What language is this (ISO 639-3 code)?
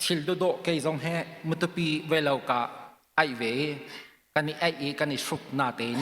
cnh